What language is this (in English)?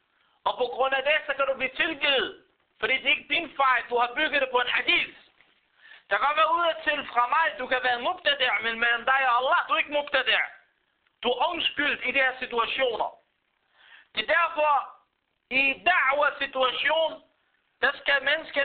Danish